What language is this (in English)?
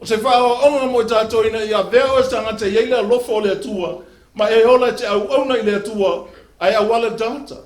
Samoan